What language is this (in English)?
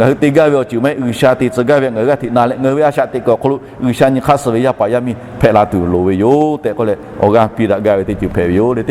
Lahu